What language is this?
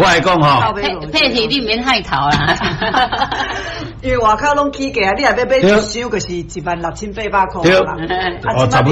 Min Nan Chinese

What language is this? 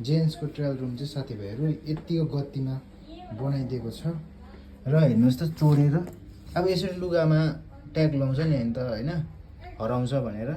Nepali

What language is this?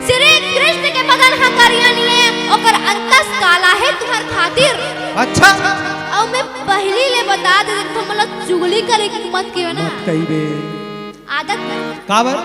Chhattisgarhi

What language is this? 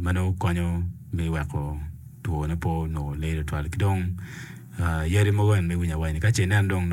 Acoli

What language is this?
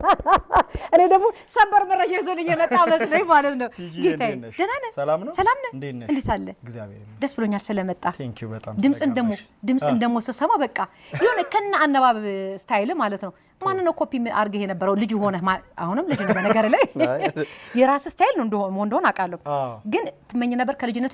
Amharic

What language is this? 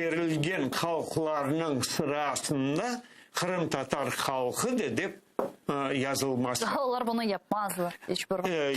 Crimean Tatar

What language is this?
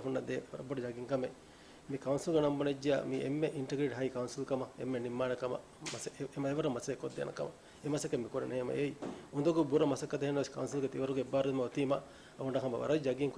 Divehi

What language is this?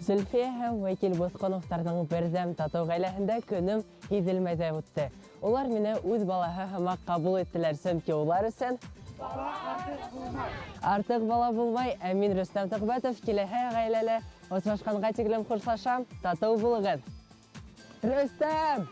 Bashkir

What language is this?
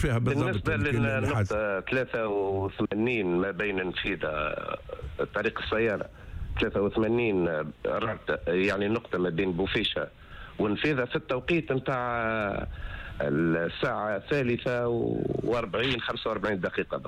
Tunisian Arabic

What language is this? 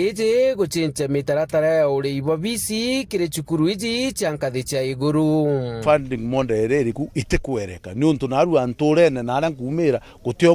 Meru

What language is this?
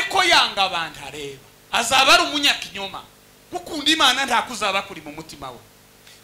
Kinyarwanda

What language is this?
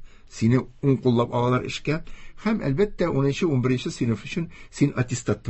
Tatar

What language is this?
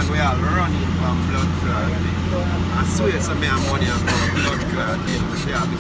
Jamaican Creole English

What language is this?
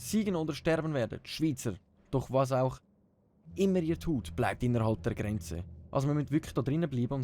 Swiss German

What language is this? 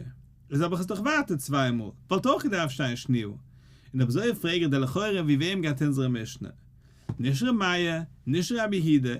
Yiddish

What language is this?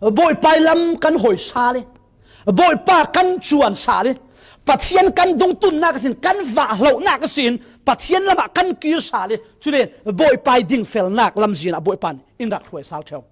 Falam Chin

